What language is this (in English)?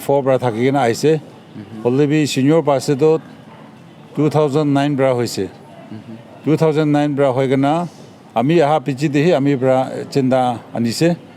Naga Pidgin